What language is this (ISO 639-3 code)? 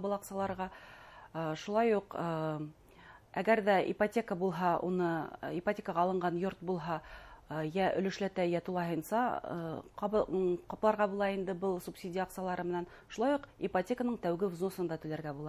bak